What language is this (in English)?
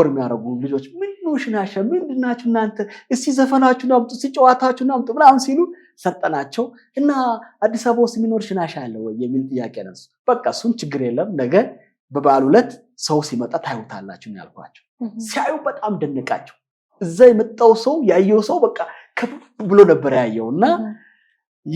Amharic